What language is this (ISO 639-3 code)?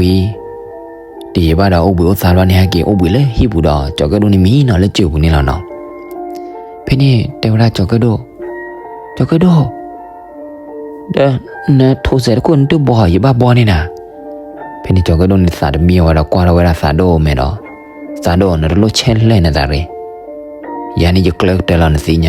ksw